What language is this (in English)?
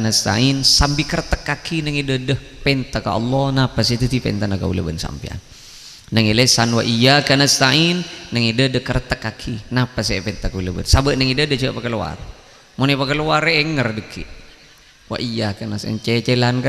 Madurese